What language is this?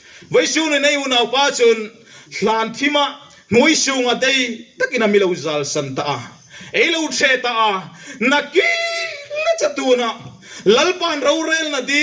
Hmar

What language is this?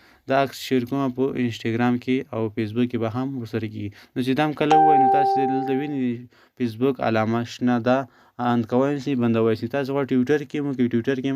Pashto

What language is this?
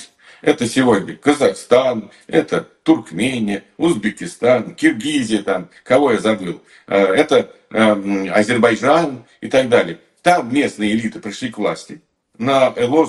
Russian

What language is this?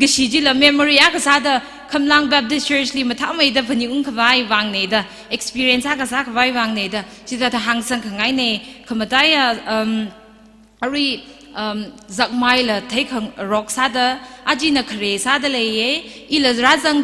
Tangkhul Naga (India)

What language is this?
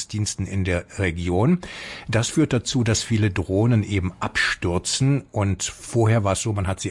German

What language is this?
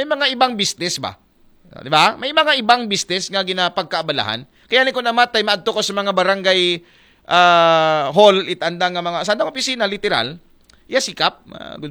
Aklanon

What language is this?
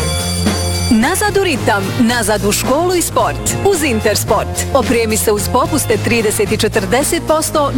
Bosnian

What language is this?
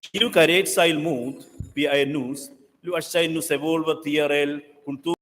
Romansh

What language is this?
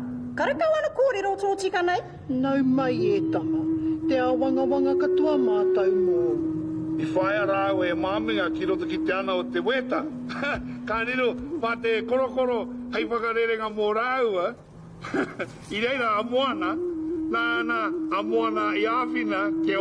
Māori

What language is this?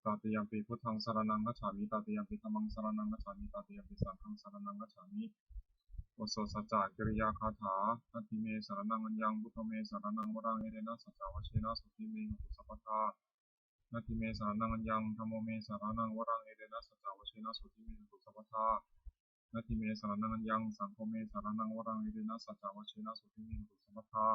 Pali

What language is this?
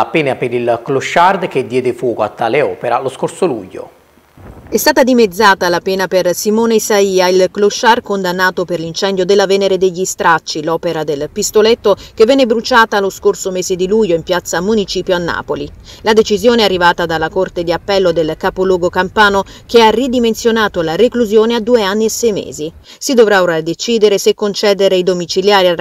Italian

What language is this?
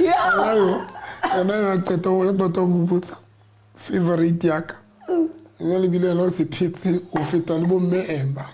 Southern Sotho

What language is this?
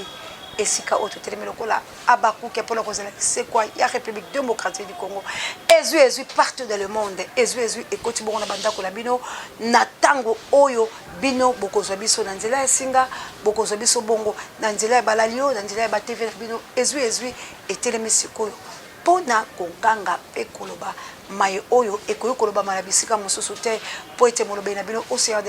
Lingala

